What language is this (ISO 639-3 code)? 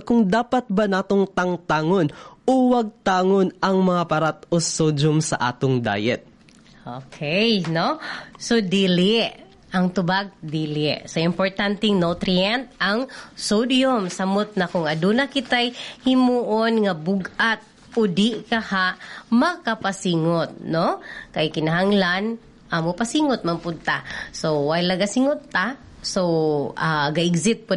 ceb